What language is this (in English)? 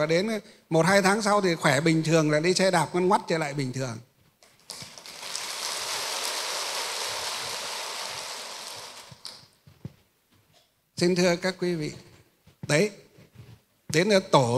Vietnamese